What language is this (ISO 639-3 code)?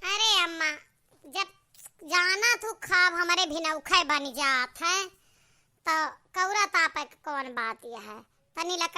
awa